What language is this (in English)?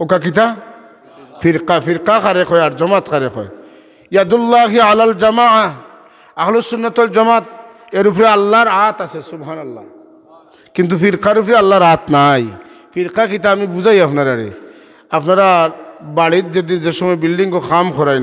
Sylheti